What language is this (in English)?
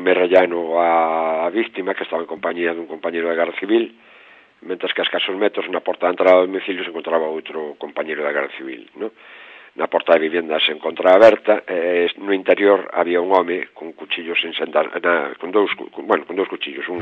Galician